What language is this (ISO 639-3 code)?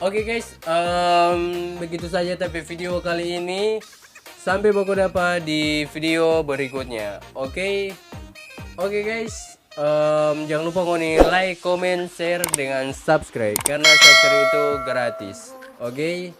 xmm